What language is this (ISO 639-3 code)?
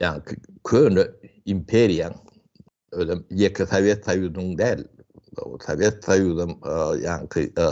tuk